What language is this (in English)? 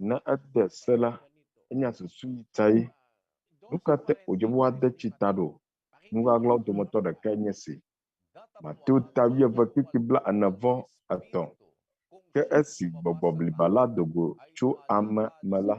Ewe